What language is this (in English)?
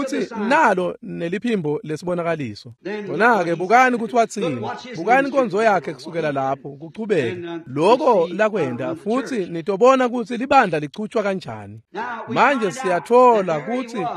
Swati